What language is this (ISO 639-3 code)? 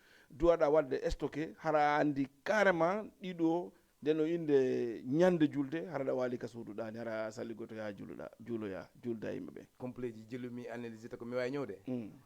ful